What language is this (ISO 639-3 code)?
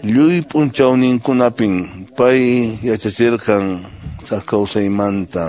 que